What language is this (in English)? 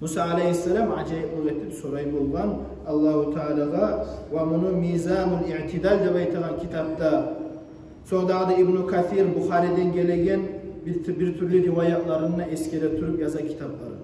Kumyk